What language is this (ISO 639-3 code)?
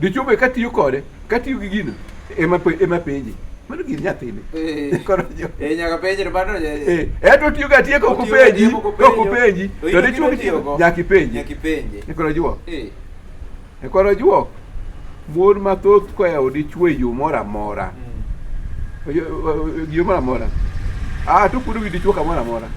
luo